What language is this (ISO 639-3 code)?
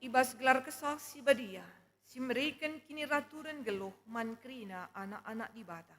btx